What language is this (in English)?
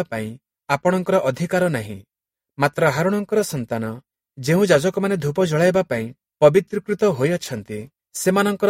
Odia